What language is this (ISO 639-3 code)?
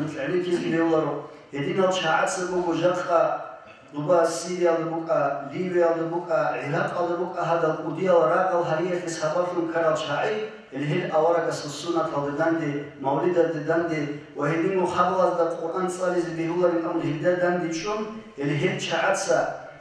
ava